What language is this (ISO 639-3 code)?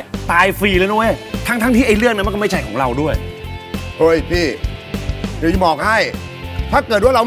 tha